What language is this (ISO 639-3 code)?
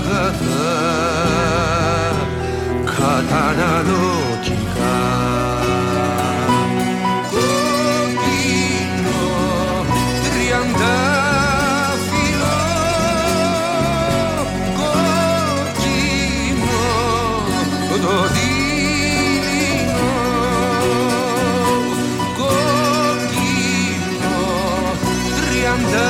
ell